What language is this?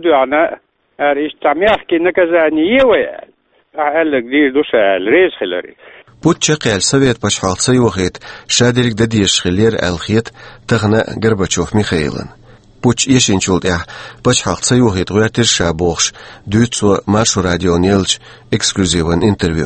Chechen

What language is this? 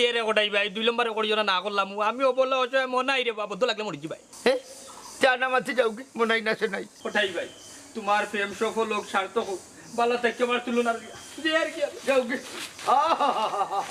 Sylheti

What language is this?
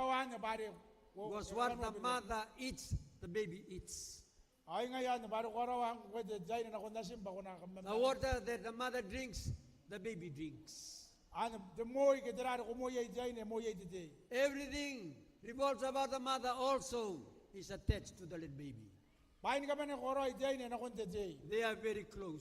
Gilbertese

